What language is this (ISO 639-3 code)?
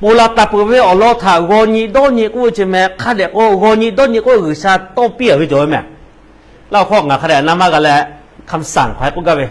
lhu